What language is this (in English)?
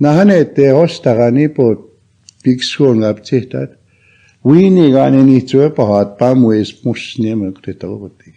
Plains Cree